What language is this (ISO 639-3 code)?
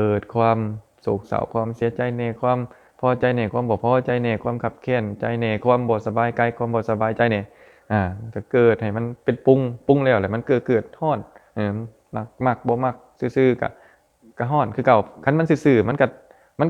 lao